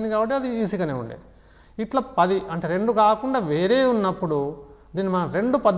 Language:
Telugu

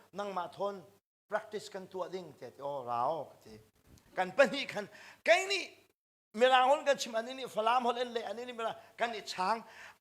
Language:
Hakha Chin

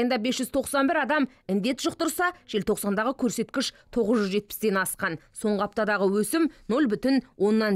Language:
Kazakh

